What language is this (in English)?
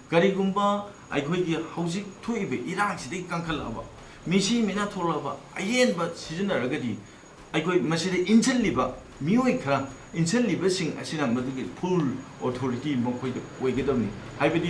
Manipuri